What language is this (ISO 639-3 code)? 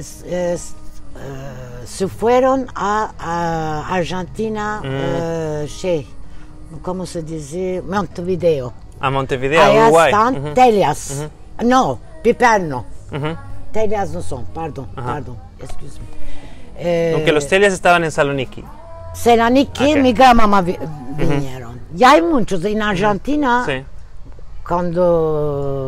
lad